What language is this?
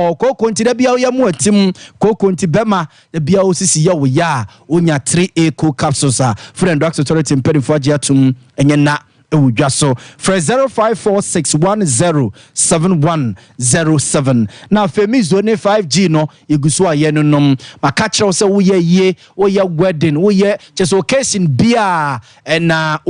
Akan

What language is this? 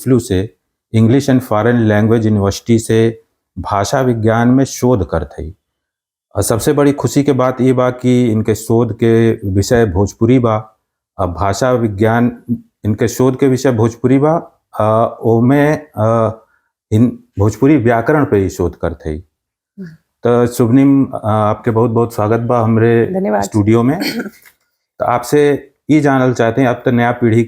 Bhojpuri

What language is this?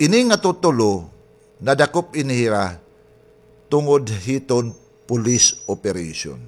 Waray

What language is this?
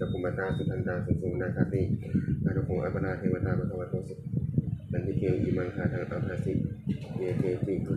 Pali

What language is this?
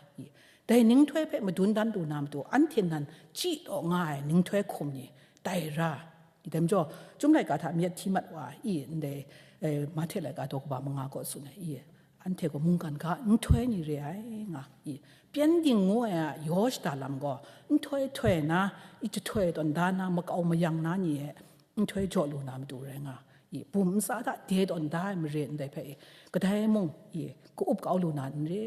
Kachin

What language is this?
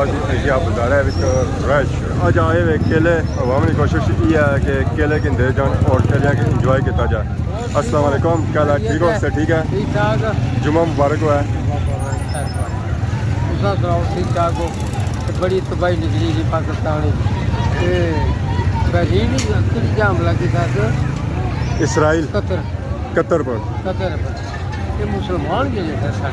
Pahari-Potwari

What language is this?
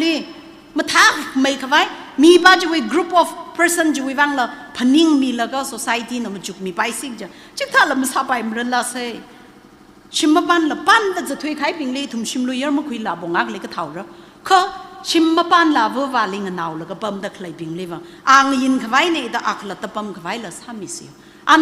Tangkhul Naga (India)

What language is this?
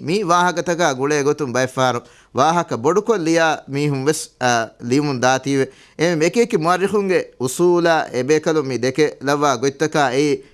Divehi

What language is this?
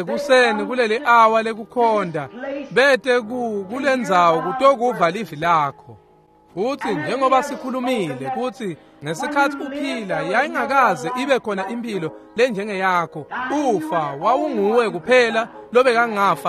Swati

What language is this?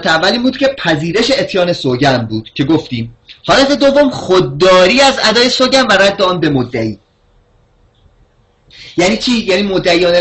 Persian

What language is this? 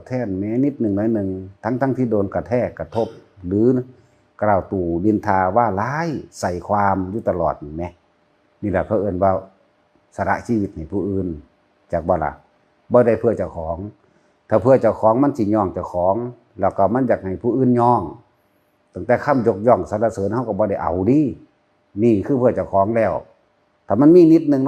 Northeastern Thai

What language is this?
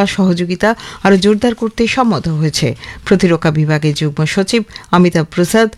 Bangla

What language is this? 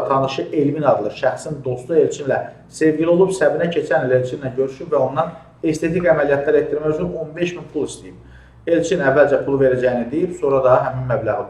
Azerbaijani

